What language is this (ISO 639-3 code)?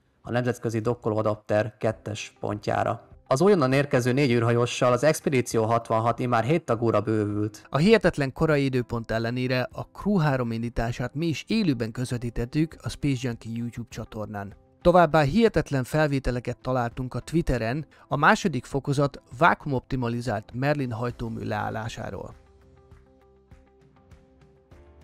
hun